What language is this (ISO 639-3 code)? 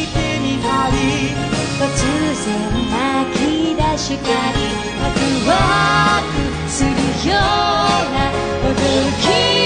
jpn